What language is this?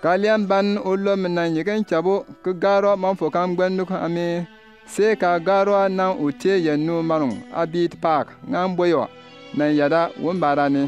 Bimoba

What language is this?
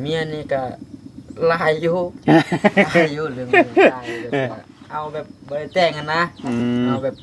Northeastern Thai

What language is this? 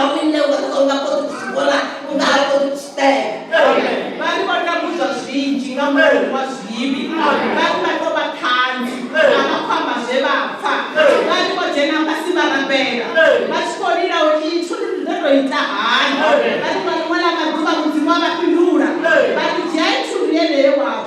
Venda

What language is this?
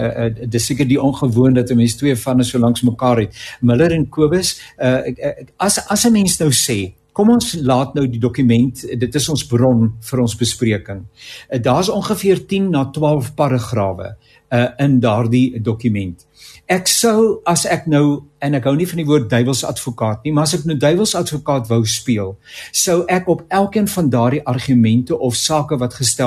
Afrikaans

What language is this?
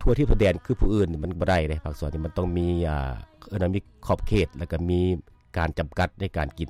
Lao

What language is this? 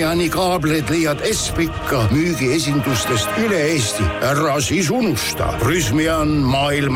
Estonian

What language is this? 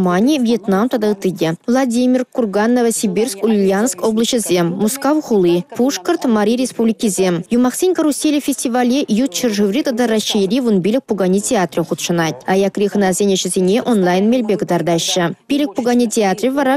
Chuvash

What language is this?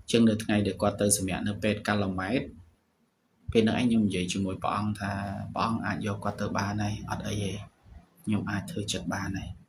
Khmer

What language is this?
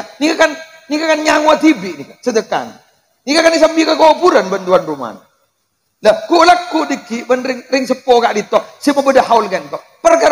Madurese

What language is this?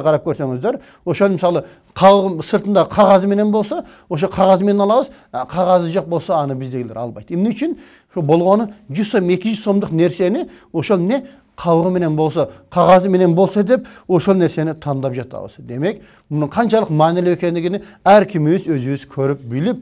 Kyrgyz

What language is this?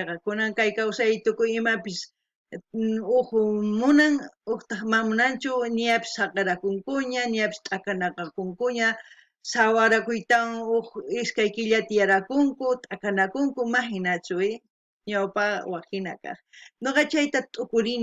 South Bolivian Quechua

